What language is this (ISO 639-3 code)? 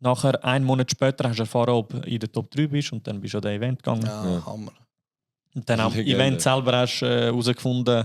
gsw